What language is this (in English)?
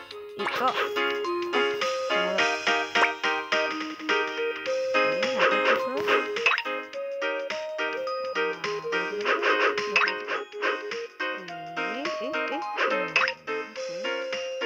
Chinese